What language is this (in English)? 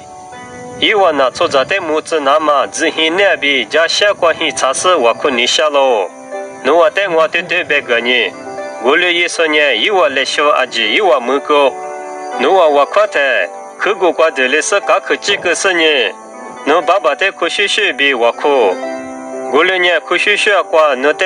Lisu